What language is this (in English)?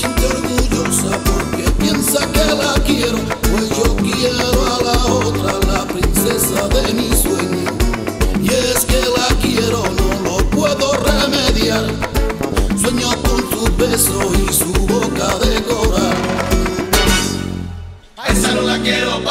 Spanish